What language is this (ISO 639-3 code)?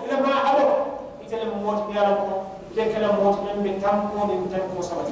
man